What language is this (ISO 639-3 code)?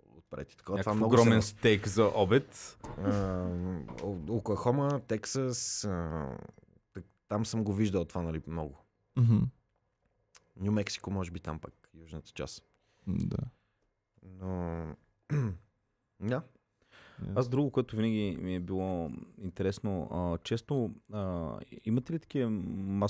bul